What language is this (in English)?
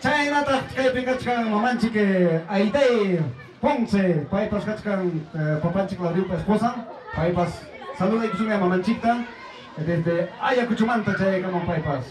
Ayacucho Quechua